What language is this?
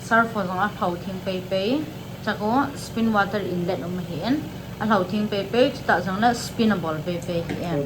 Thado Chin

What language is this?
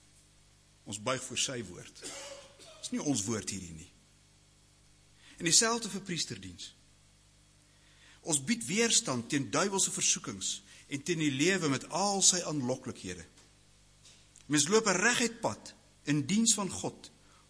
Afrikaans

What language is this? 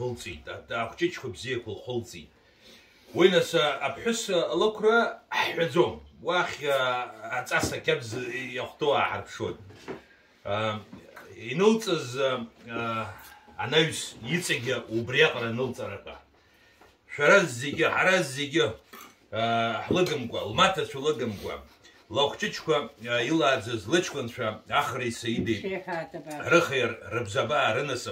Abkhazian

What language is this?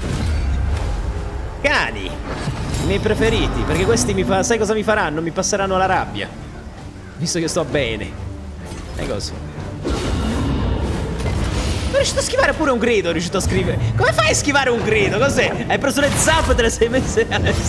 Italian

